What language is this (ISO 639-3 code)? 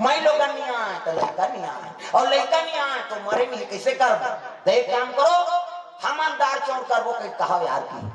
hne